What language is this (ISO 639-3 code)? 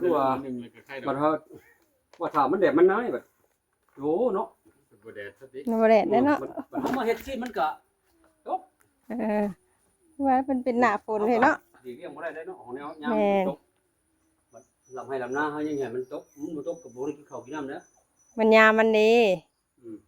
tts